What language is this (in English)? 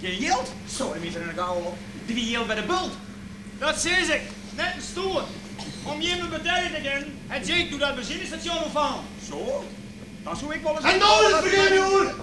Western Frisian